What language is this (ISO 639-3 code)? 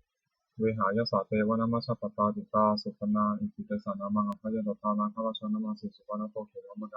pli